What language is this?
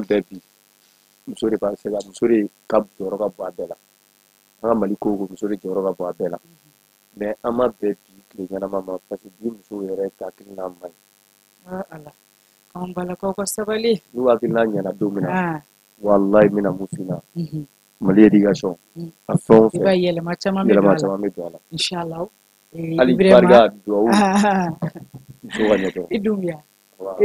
Bambara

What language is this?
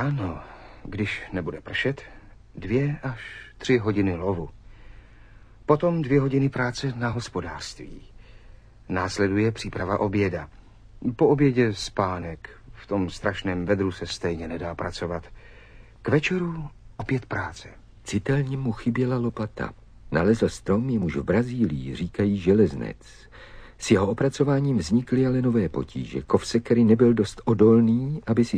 Czech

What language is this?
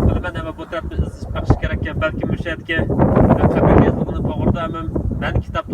Uyghur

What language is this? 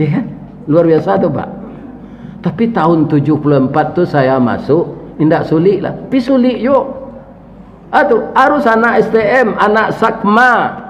Minangkabau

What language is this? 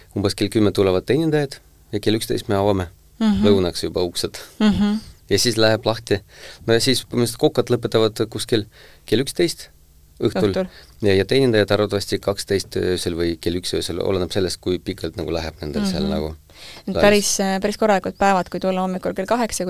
Estonian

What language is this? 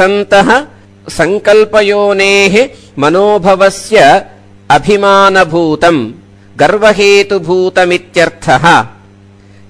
Sanskrit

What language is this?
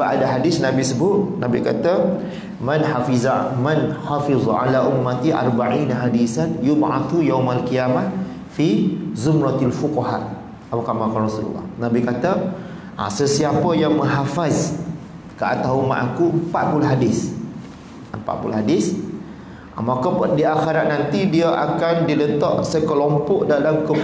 Malay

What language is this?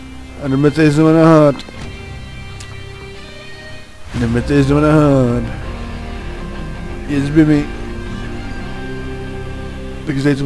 Czech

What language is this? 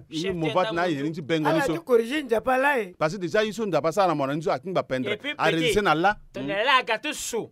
Sango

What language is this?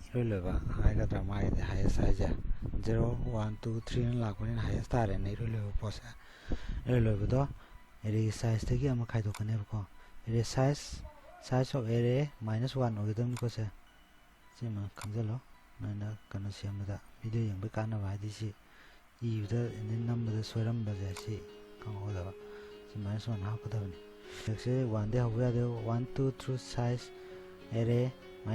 Manipuri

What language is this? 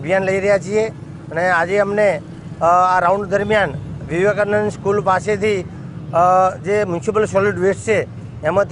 Gujarati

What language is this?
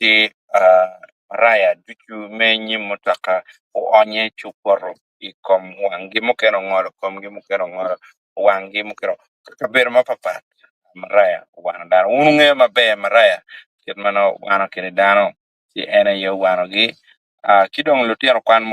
Acoli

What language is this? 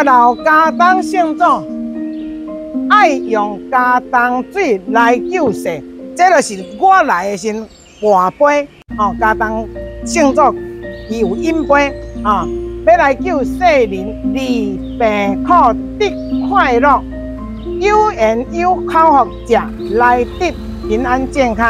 Min Nan Chinese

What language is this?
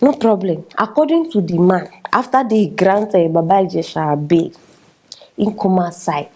Nigerian Pidgin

